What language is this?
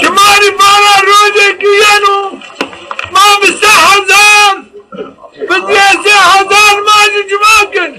Zaza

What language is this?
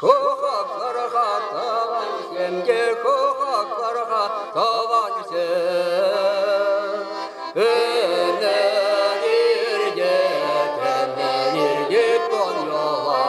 Chuvash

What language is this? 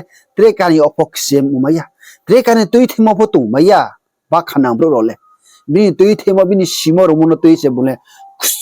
Riang (India)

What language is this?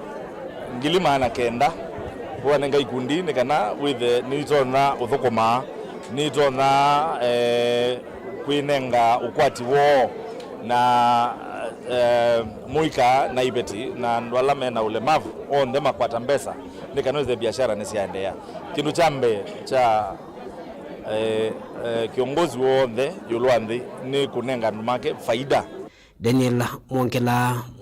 Kamba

